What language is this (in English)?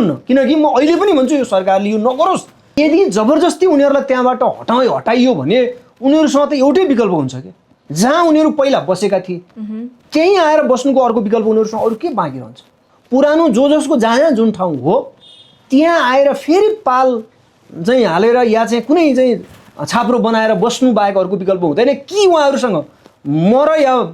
Nepali